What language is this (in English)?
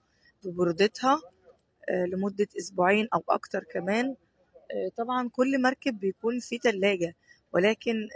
Egyptian Arabic